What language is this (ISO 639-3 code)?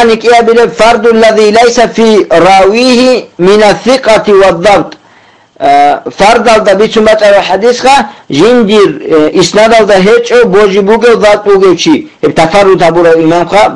ava